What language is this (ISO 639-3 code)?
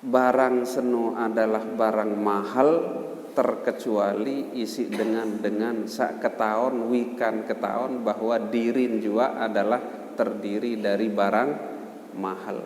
sas